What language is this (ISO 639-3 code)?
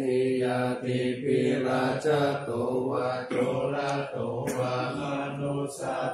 pli